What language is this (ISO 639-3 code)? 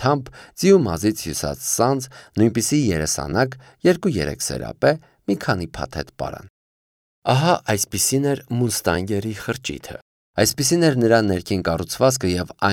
hye